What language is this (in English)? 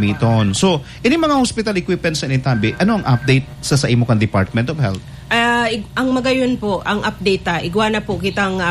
Bikol